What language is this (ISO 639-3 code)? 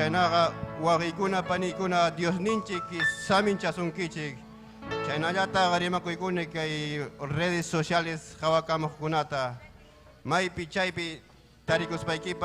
quy